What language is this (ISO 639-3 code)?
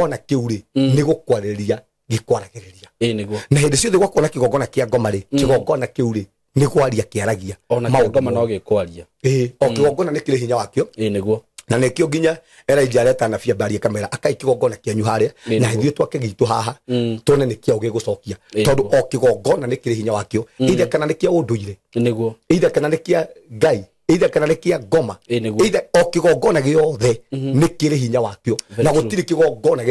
kik